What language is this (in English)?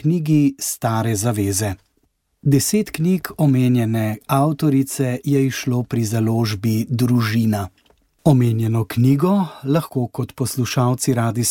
Slovenian